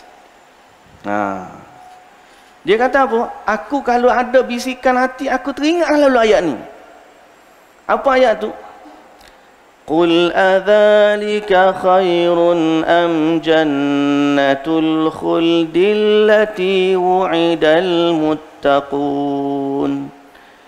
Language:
Malay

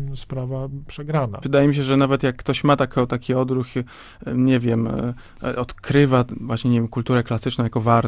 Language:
Polish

